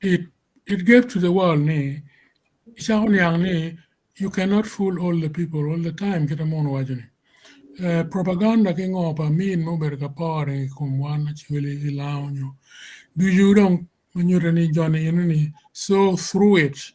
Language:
Acoli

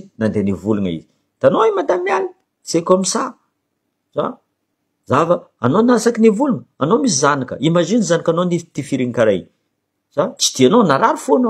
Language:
Malagasy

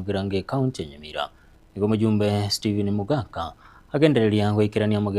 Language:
Gusii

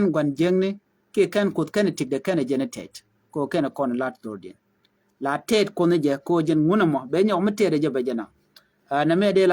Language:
Nuer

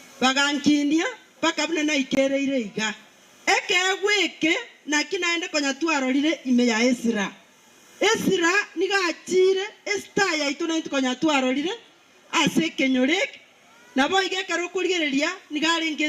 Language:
Gusii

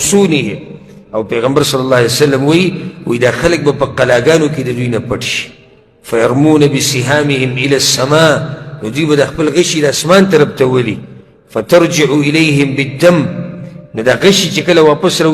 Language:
Pashto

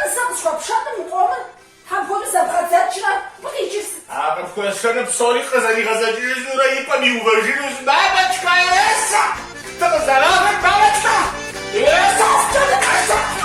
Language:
Kabardian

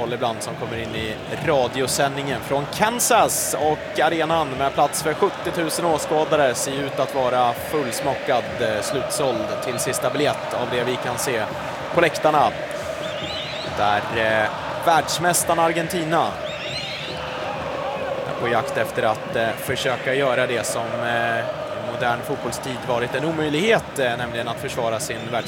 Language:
Swedish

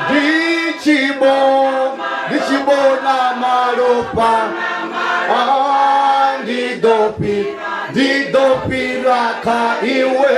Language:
Venda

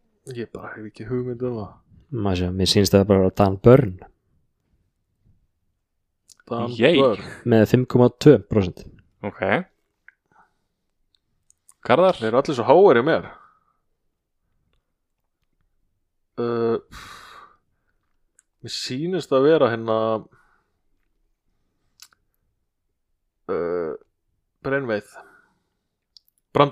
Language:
Icelandic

